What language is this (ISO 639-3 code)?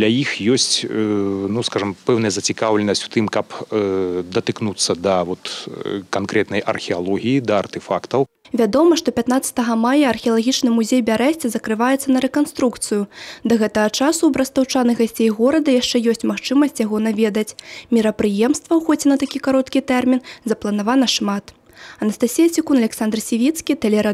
bel